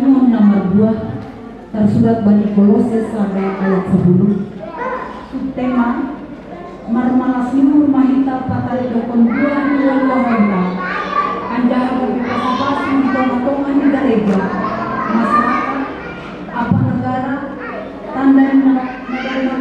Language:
Batak Simalungun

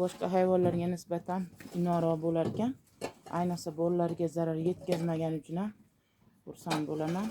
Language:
Uzbek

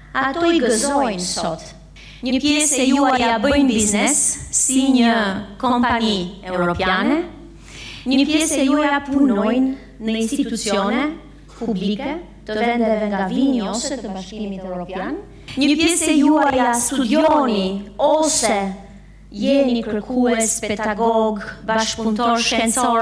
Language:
Albanian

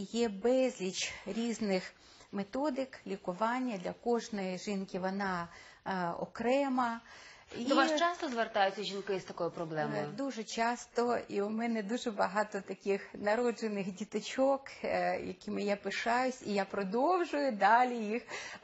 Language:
Ukrainian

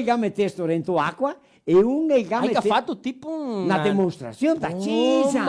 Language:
Venetian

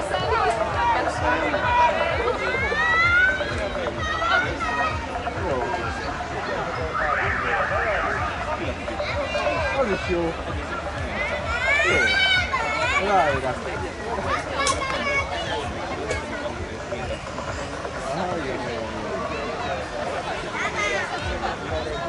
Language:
Hungarian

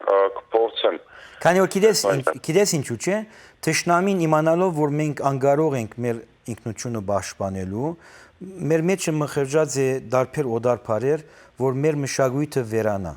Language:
Western Armenian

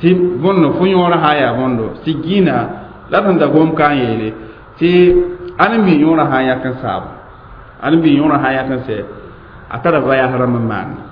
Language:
Mossi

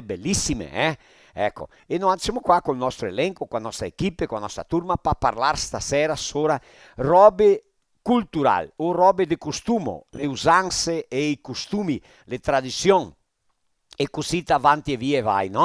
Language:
Venetian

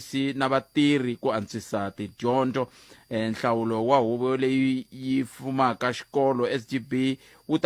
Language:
Tsonga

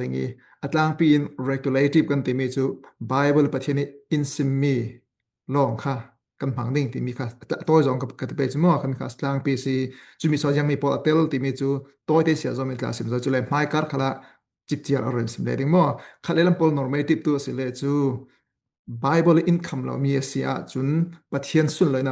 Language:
Falam Chin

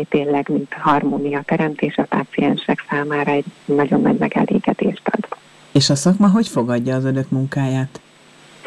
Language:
Hungarian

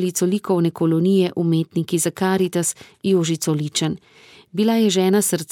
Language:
Slovenian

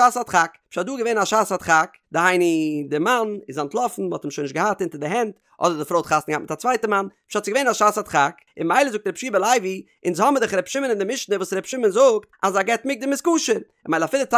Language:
Yiddish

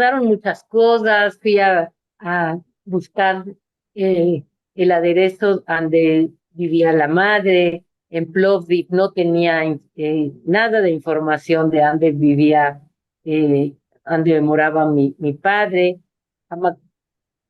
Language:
Ladino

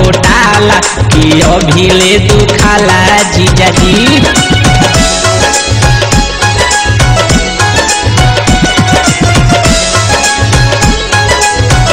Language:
Bhojpuri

